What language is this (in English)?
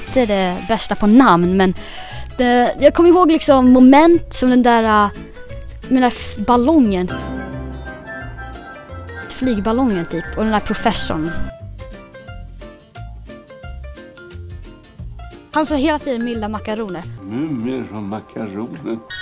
Swedish